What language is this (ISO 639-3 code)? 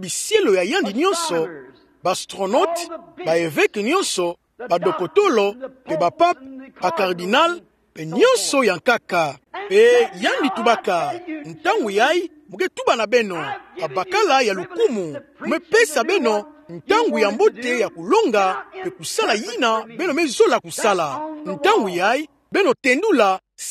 ktu